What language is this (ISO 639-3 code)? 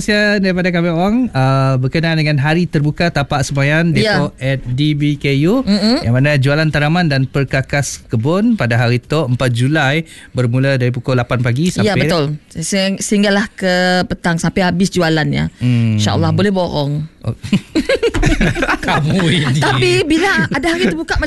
msa